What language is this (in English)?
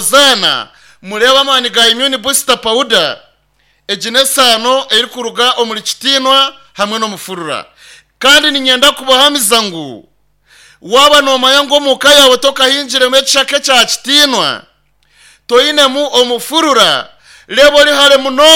Nyankole